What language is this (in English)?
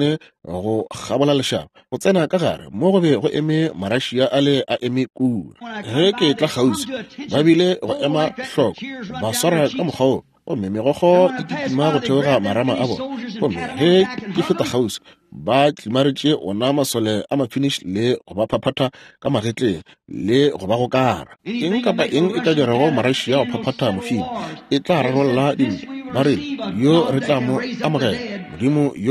Northern Sotho